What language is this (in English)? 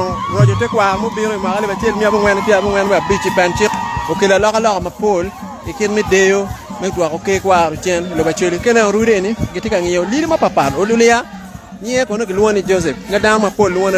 Acoli